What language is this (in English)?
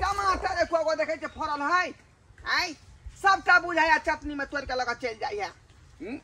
Maithili